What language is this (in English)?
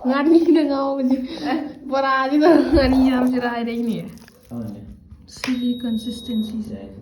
Manipuri